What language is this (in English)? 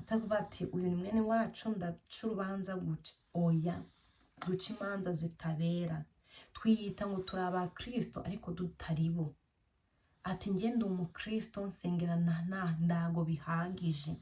Kinyarwanda